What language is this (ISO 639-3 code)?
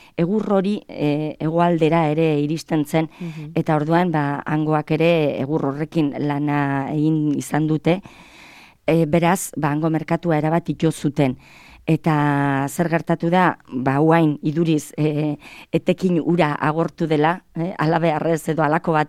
eus